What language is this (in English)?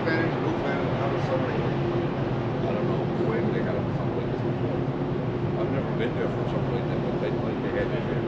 English